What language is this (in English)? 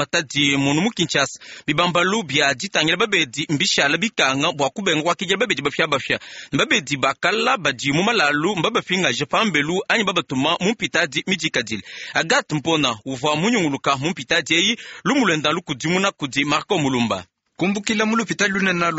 Luba-Lulua